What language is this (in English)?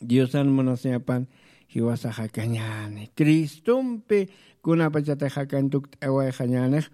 Aymara